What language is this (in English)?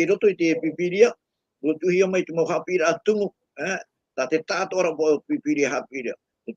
Tahitian